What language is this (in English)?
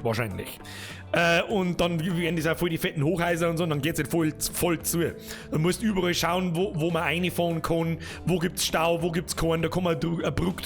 Bavarian